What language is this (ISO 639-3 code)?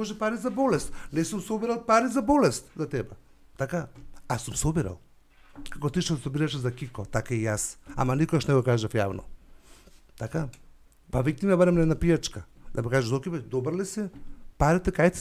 mkd